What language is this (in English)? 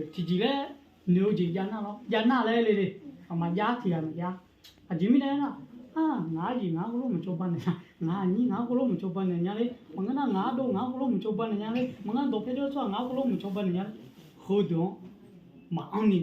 Akha